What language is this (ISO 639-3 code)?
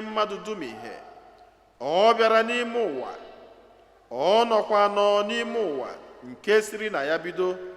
ibo